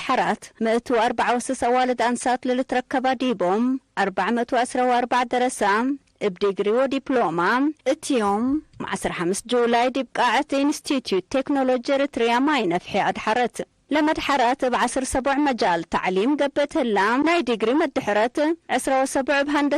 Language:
Tigre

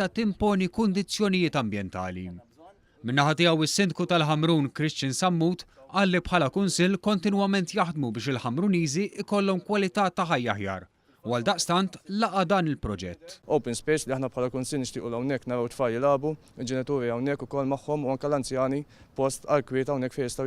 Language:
Maltese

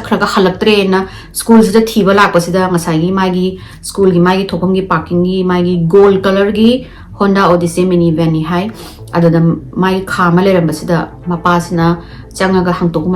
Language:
Manipuri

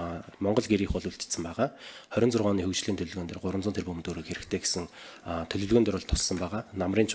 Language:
Mongolian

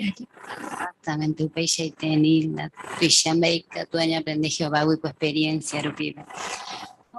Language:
Guarani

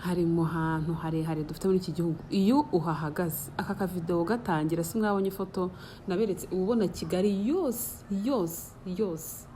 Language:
Kinyarwanda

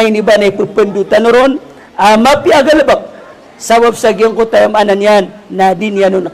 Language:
Maranao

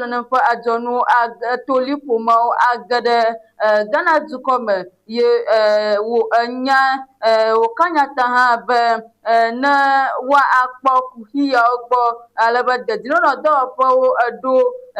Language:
Ewe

